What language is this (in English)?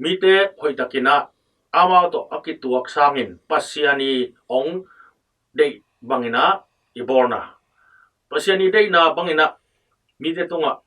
Tedim Chin